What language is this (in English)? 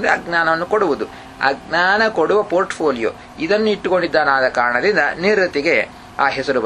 Kannada